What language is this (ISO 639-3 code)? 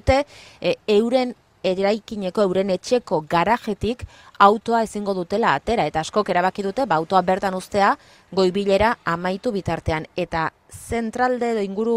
eus